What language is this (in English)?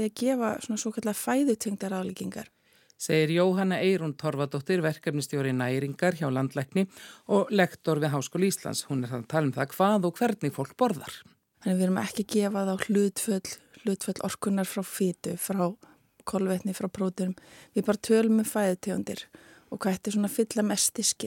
Icelandic